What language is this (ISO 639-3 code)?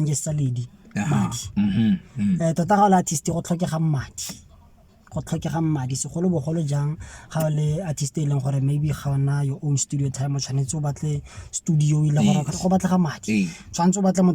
tsn